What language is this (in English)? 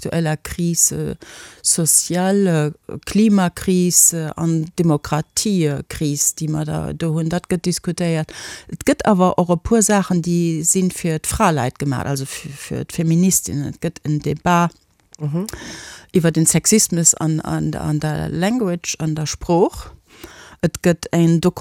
Luxembourgish